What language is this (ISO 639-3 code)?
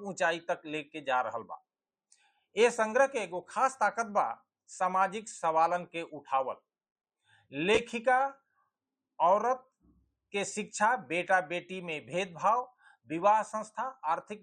bho